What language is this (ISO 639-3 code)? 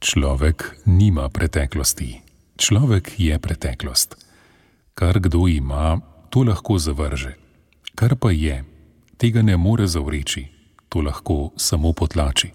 slv